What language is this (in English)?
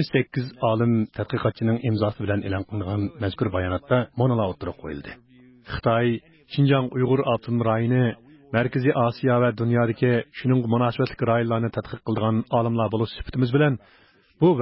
Uyghur